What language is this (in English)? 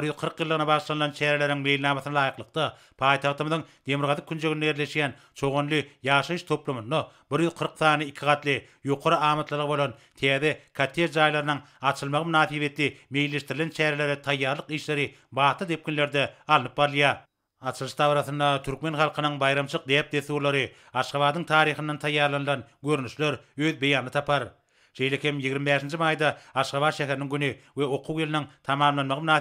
Turkmen